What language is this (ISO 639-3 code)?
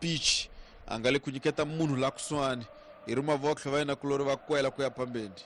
tso